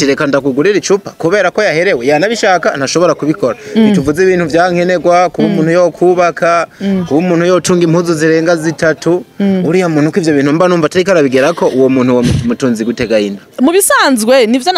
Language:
Rundi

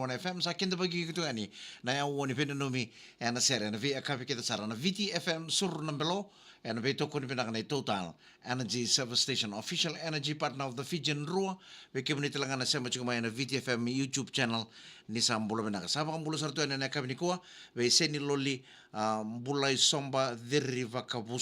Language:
Fijian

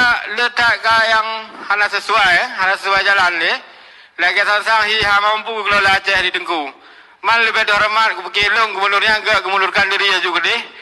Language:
Achinese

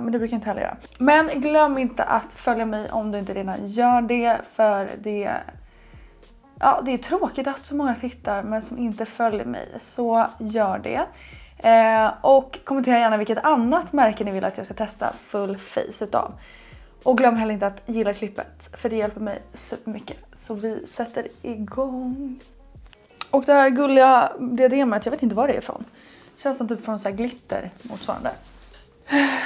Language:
Swedish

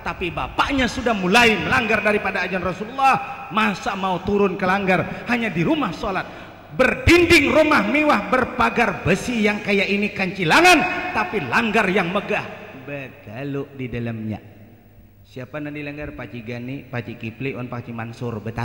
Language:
Banjar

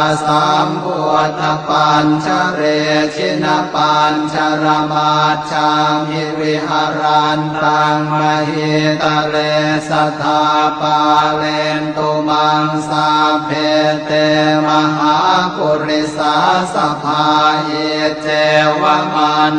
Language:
Pali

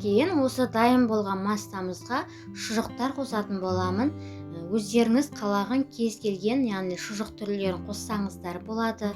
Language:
Kazakh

